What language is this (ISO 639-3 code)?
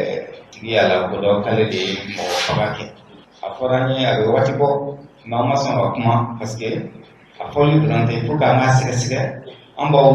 bam